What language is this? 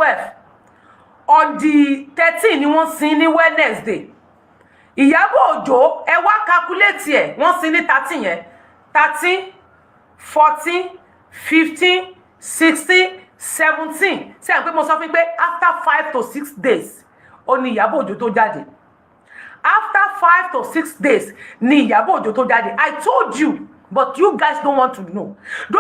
Yoruba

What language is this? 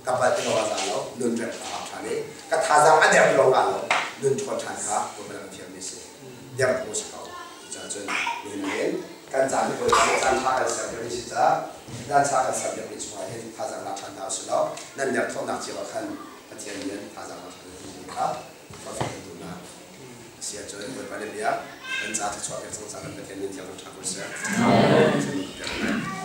Hakha Chin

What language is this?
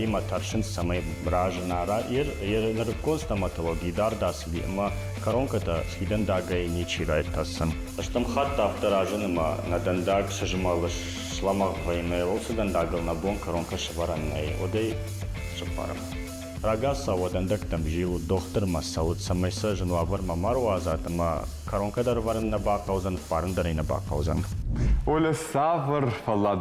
Ossetic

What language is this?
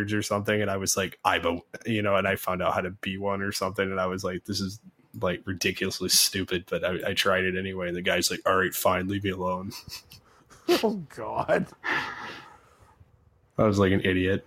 English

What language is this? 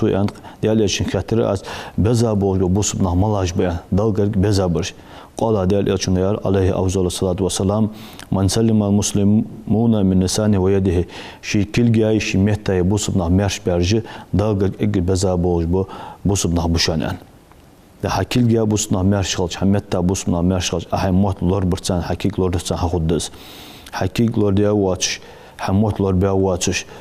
Ingush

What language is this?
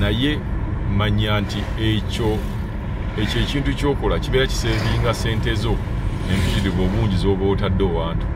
Ganda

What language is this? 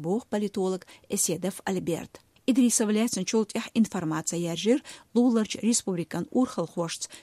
Chechen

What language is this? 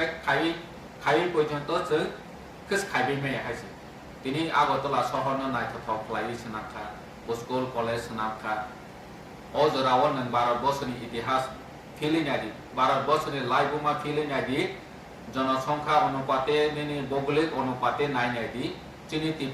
Kok Borok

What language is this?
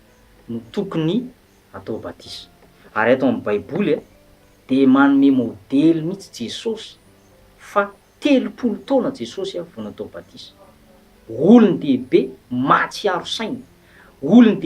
Malagasy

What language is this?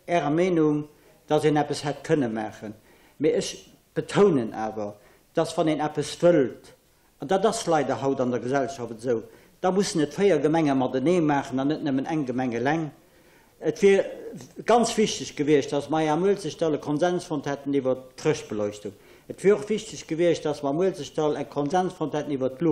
Luxembourgish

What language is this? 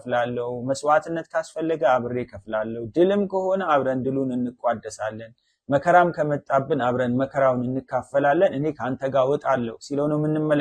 Amharic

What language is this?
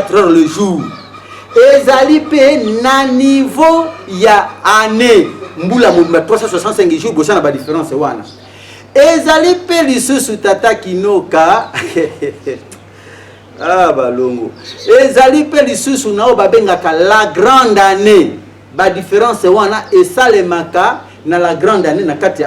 Lingala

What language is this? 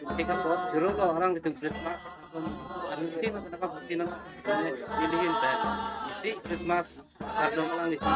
Karbi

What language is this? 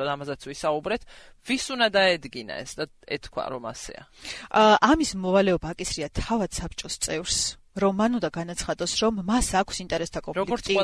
Georgian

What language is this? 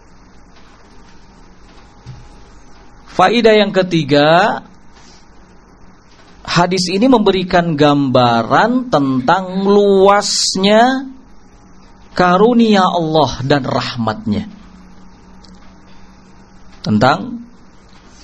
Indonesian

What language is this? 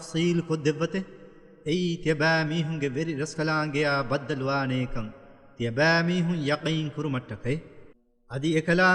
Divehi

